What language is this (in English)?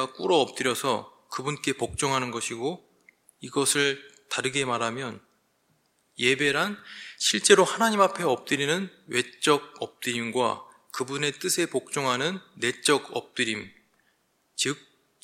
Korean